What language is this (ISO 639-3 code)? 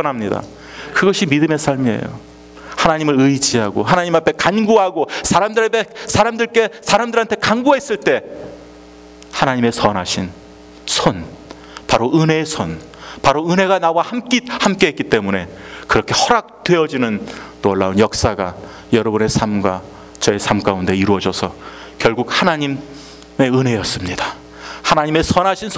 kor